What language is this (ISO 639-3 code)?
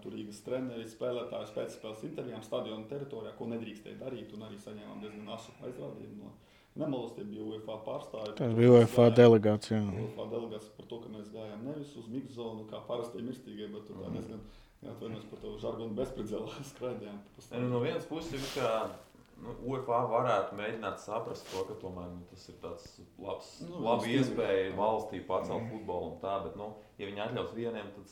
lav